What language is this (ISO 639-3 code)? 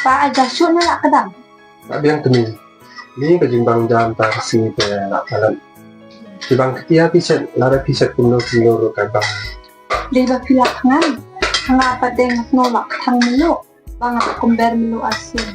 kha